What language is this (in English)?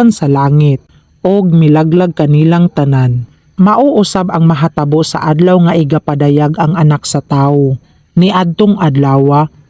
Cebuano